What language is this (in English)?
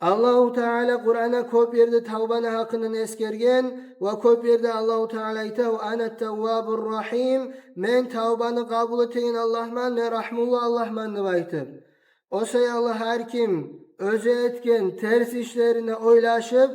Kumyk